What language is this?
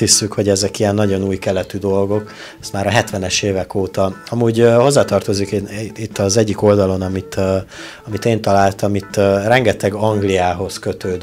Hungarian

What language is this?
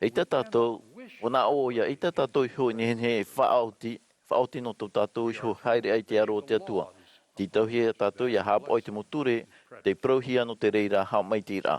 Tahitian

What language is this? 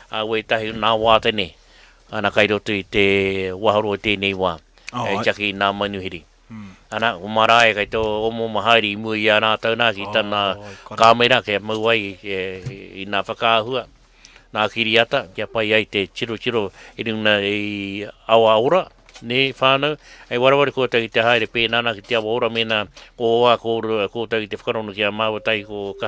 Māori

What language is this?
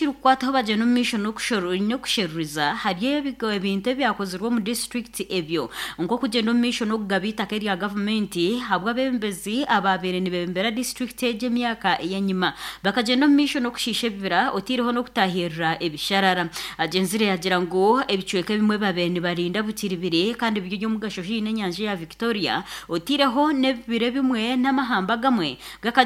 Nyankole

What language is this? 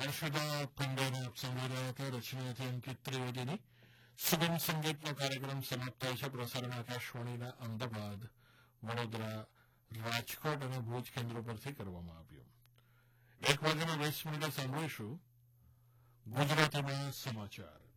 Gujarati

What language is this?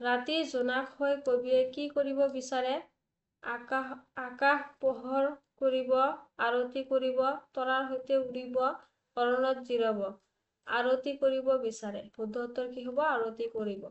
Assamese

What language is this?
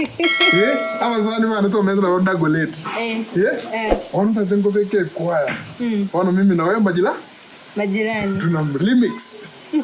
Gusii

